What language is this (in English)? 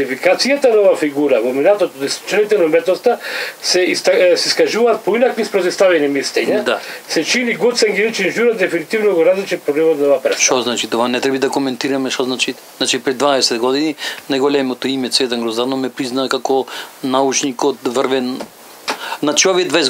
Macedonian